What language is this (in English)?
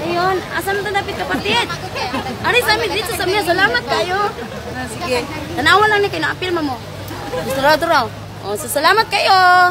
Cebuano